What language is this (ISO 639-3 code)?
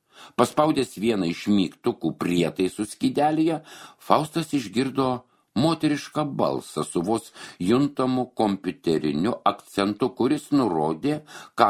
lit